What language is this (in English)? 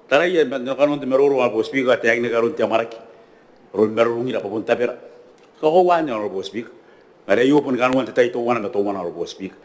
Gilbertese